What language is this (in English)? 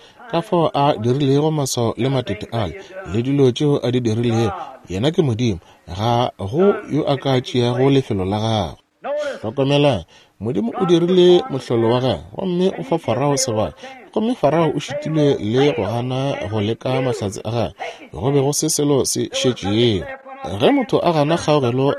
Northern Sotho